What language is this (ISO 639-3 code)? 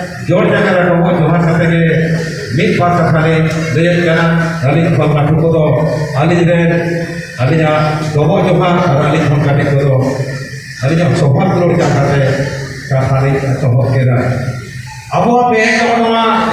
sat